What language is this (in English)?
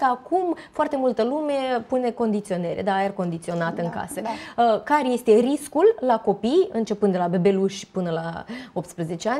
Romanian